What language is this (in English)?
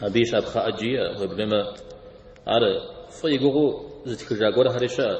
Kabardian